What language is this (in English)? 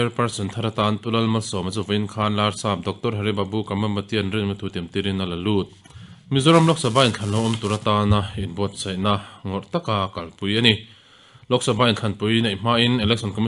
Mizo